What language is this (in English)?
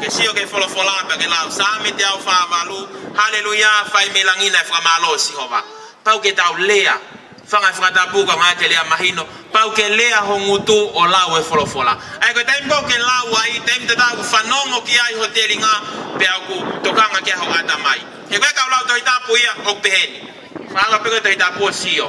Tongan